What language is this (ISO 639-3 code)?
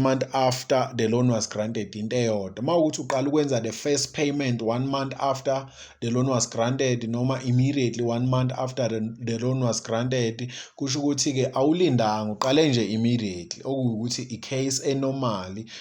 zul